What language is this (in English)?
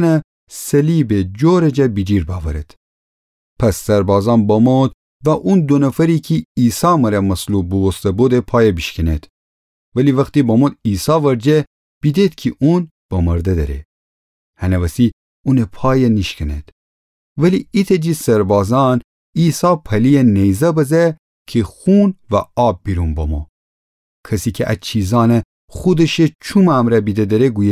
Gilaki